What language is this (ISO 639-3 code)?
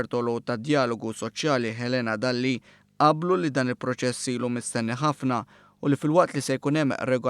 mlt